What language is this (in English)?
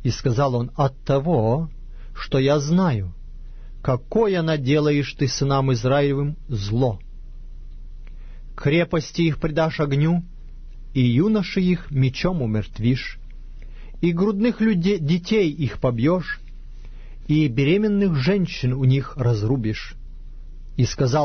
Russian